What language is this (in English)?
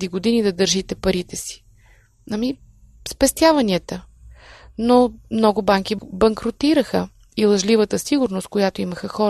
Bulgarian